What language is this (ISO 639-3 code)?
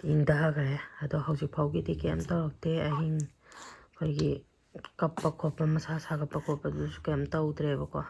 mni